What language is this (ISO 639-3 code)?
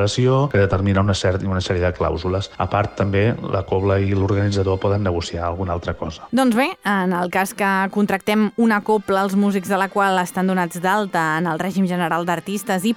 cat